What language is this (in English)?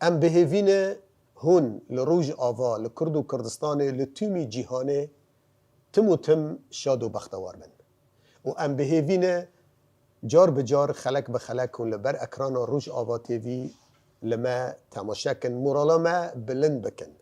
Kurdish